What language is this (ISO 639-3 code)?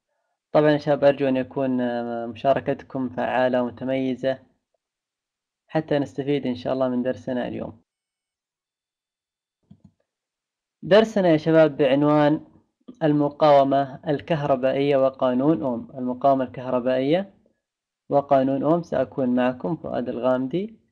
ara